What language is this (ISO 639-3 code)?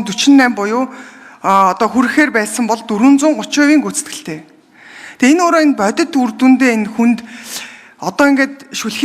mon